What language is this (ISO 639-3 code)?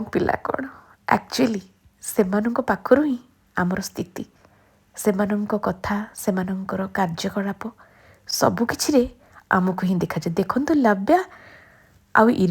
ori